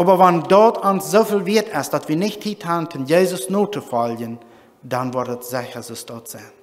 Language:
Plautdietsch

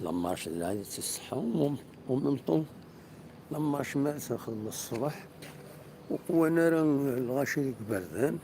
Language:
Kabyle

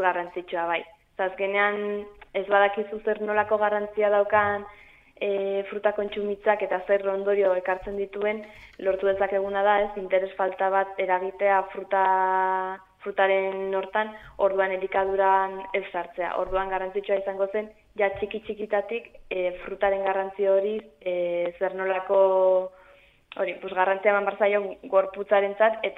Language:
Basque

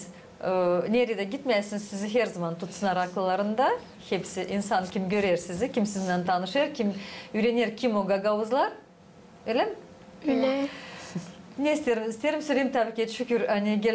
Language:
Gagauz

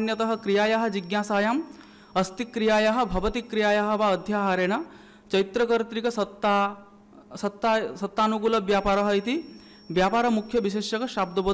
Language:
Sanskrit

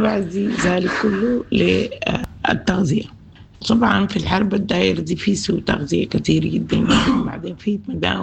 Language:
Sudanese Arabic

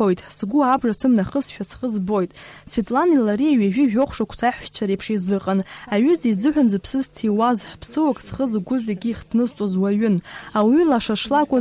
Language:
Abkhazian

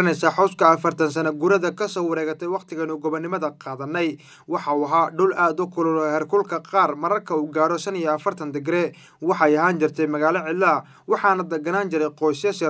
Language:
Somali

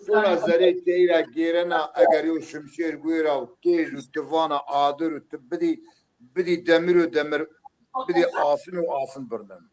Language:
Zaza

